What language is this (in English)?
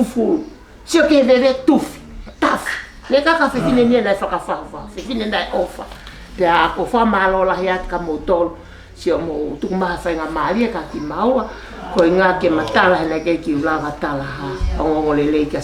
Tongan